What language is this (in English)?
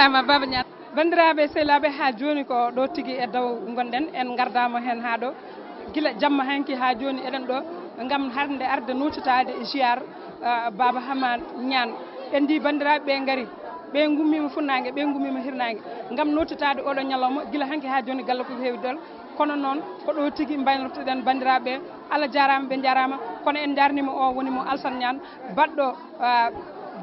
Fula